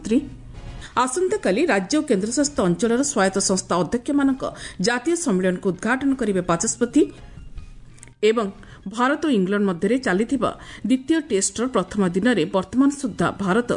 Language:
Odia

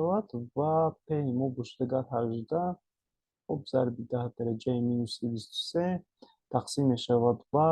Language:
Tajik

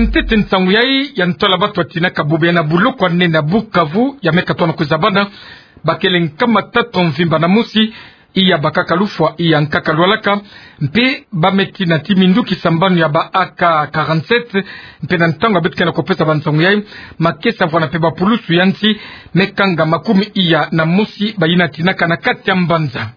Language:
Kituba (Democratic Republic of Congo)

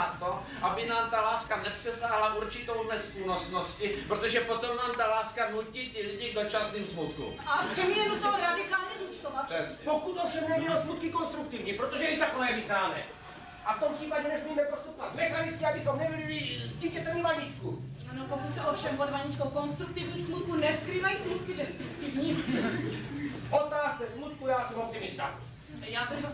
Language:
Czech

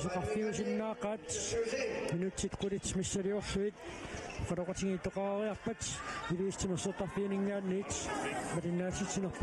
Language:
Kalaallisut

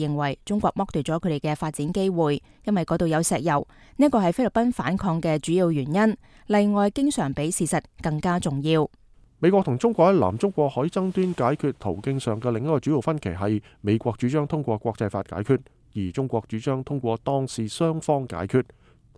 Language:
Cantonese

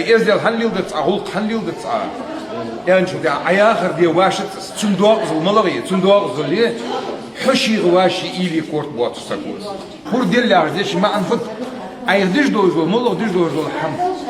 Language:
Ingush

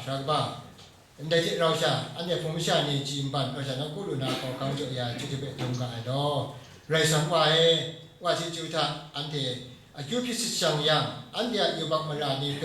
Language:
Kachin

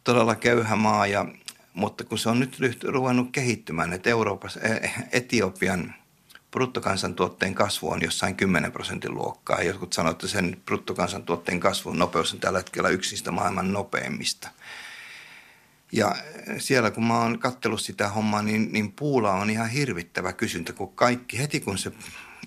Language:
Finnish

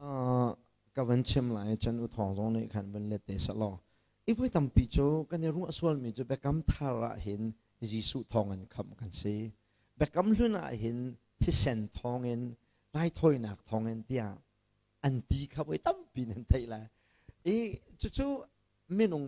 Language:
Hakha Chin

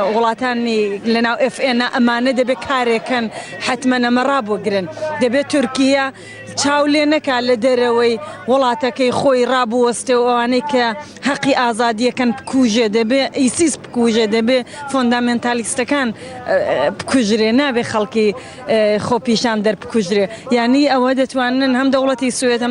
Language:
Kurdish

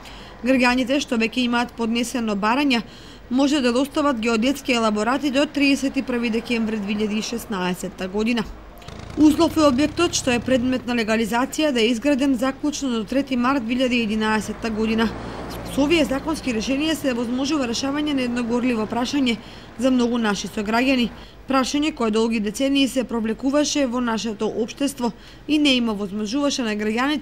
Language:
Macedonian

